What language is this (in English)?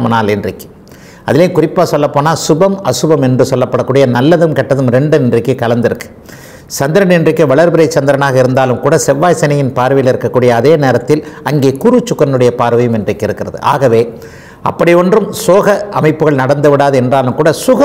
Tamil